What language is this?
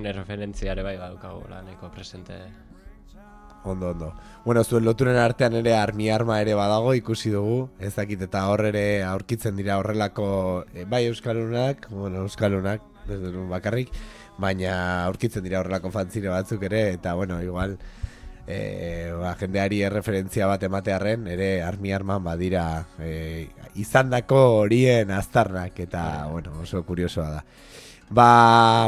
Basque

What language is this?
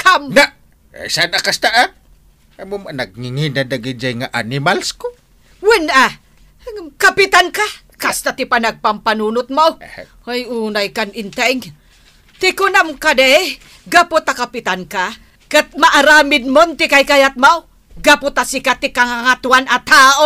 Iloko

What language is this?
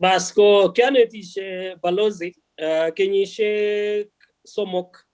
Kalenjin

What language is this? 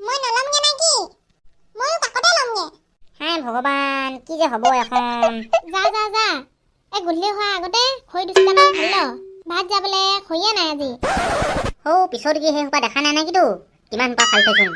Assamese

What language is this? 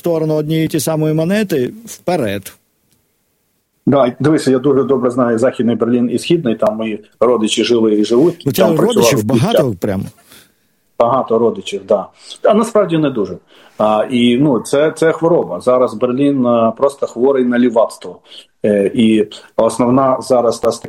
Ukrainian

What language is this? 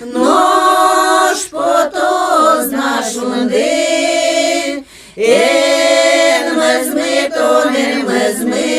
Udmurt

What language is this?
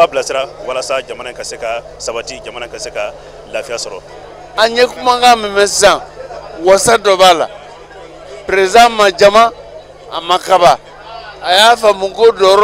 Bambara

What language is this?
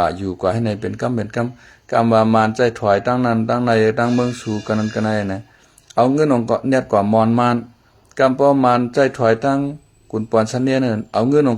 Shan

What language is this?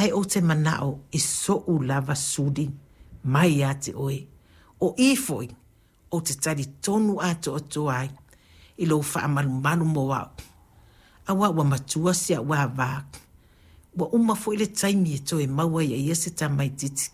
Samoan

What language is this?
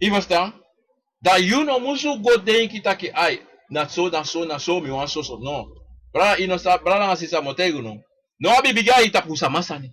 Sranan Tongo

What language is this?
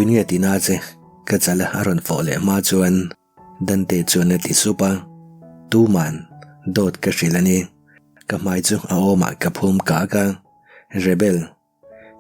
Mizo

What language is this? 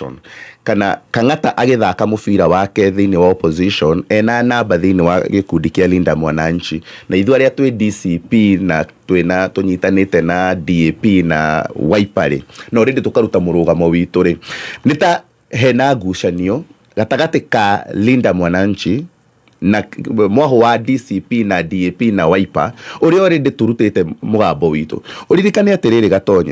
Kikuyu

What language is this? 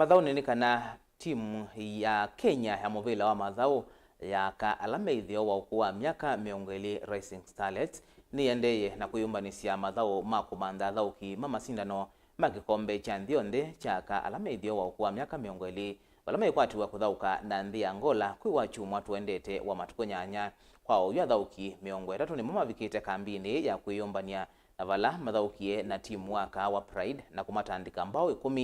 Kamba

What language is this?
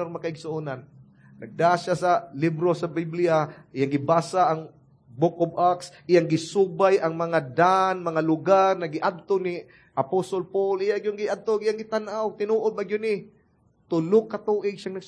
Cebuano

